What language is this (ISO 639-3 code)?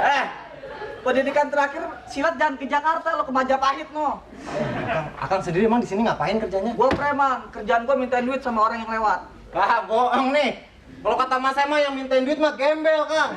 bew